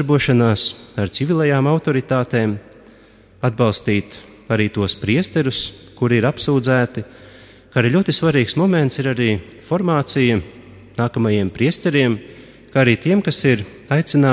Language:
Latvian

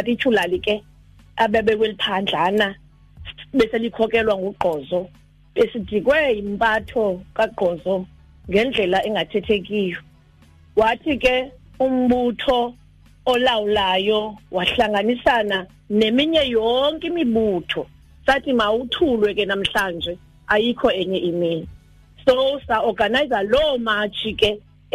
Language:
Xhosa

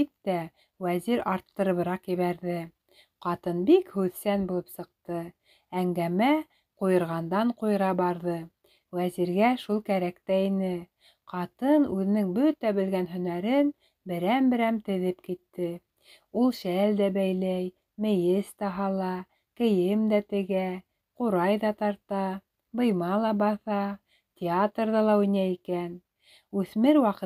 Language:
Bashkir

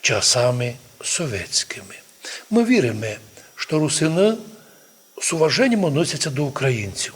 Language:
Rusyn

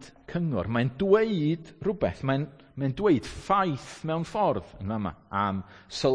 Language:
Welsh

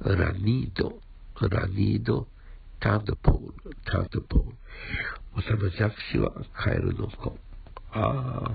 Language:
Esperanto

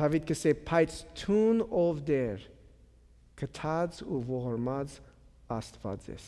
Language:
Armenian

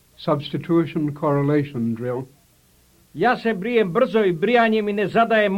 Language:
Serbian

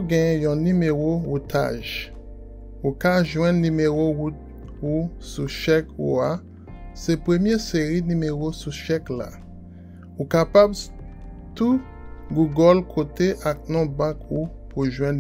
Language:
Haitian Creole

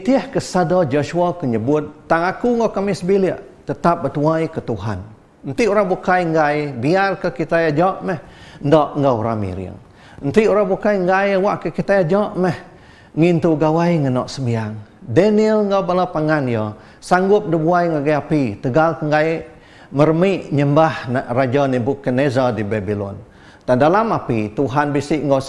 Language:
Iban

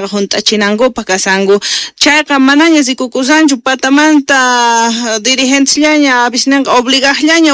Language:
South Bolivian Quechua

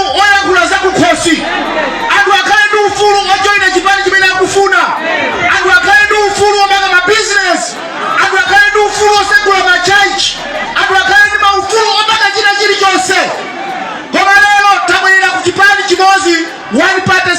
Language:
Nyanja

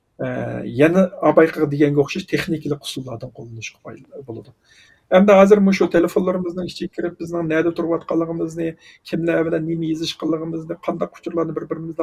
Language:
Uyghur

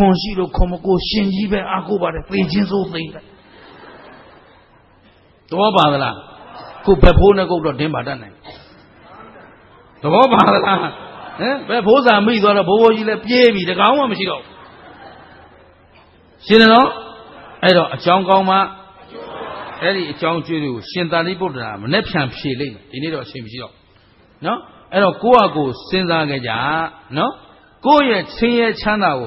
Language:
Burmese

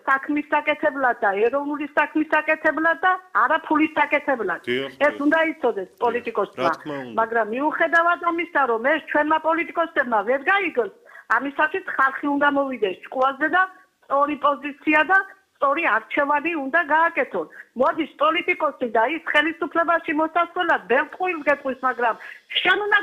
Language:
Georgian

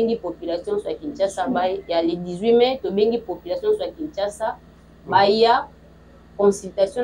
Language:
Lingala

